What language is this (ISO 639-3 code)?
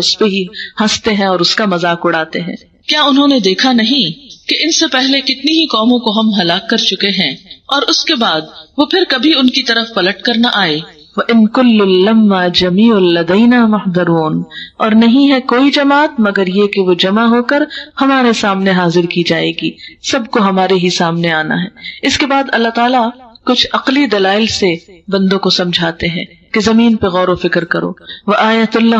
urd